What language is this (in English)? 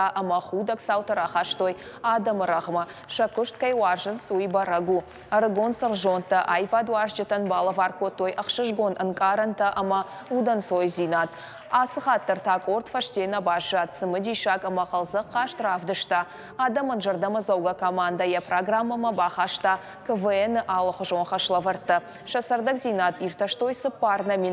Ossetic